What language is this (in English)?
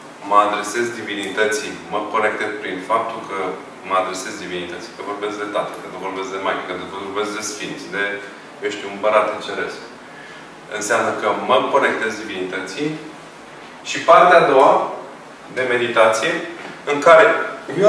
Romanian